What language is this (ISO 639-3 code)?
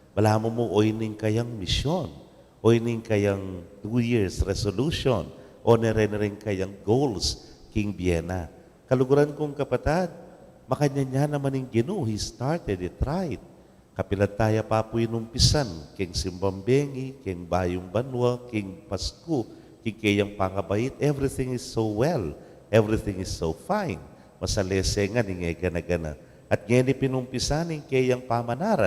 pam